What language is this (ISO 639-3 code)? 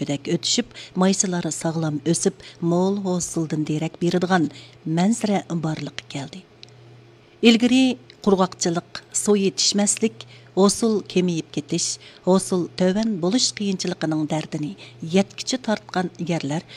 uig